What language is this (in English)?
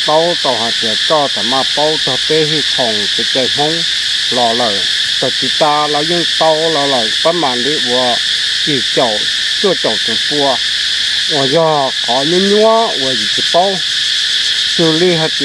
Hmong